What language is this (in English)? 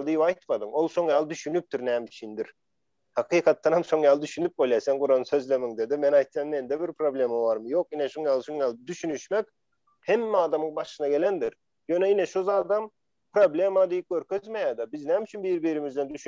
Turkmen